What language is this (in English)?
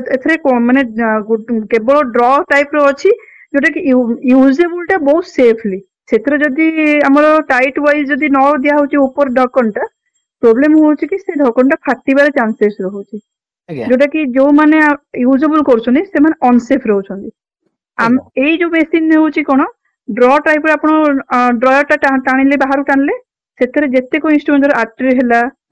Odia